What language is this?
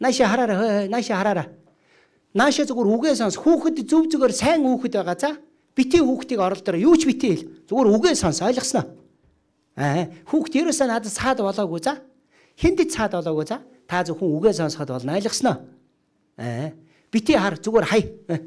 Mongolian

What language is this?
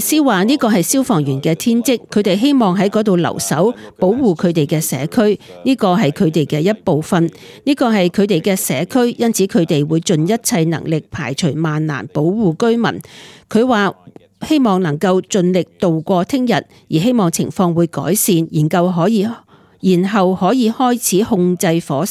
Cantonese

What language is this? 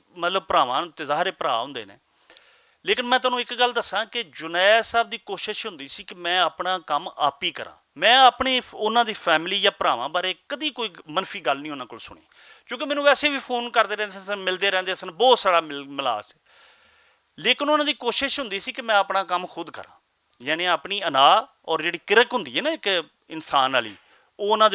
Western Panjabi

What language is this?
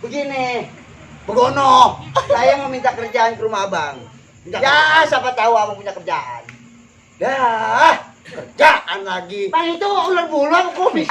Betawi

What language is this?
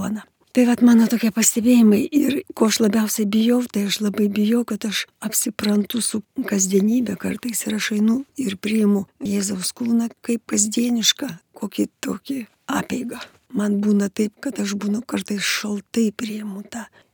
Lithuanian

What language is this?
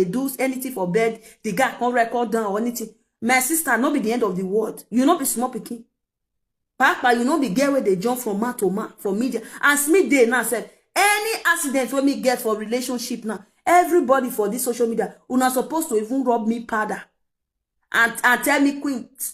Nigerian Pidgin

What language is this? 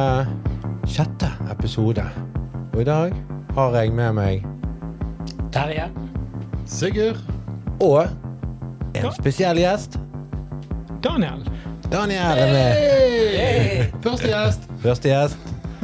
Norwegian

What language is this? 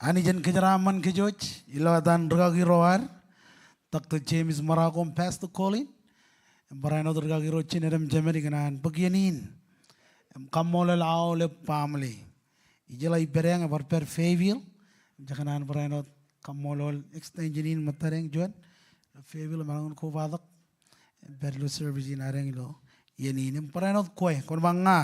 Marshallese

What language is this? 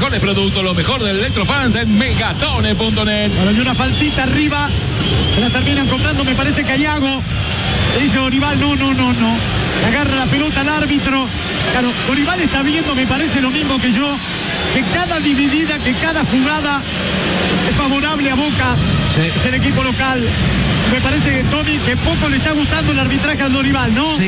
Spanish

